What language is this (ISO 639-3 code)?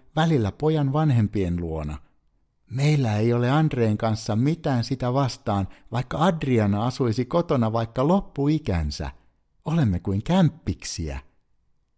fin